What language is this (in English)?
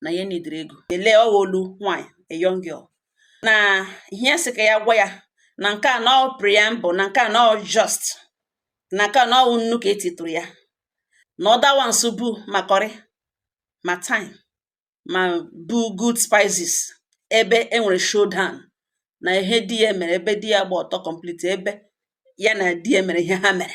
Igbo